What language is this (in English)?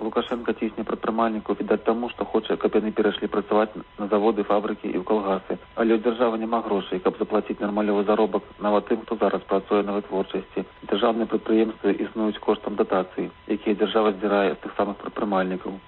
Belarusian